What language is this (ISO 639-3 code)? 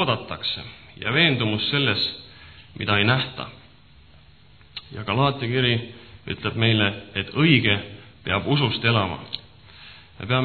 est